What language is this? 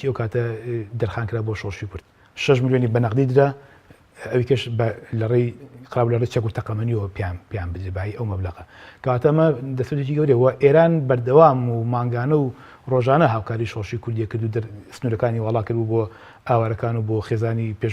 Central Kurdish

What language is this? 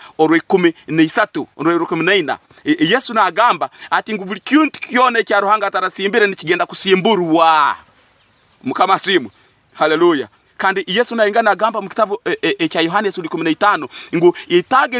Tooro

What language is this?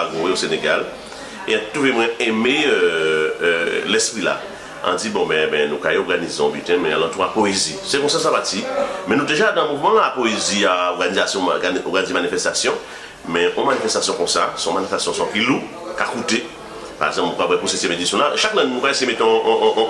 Guadeloupean Creole French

